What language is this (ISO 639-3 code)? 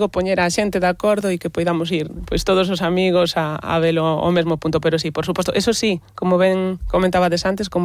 glg